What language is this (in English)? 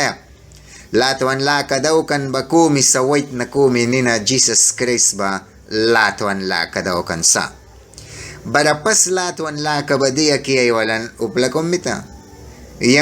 Mískito